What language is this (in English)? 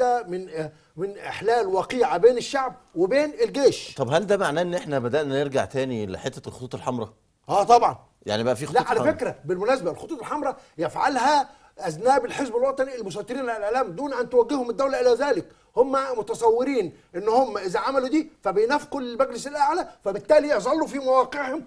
Egyptian Arabic